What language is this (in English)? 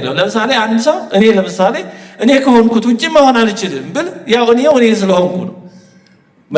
Amharic